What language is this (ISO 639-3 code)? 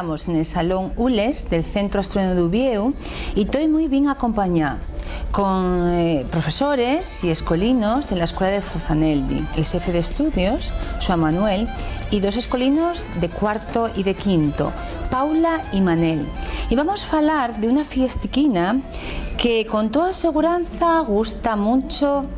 ast